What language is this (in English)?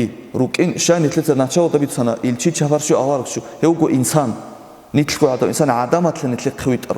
Avaric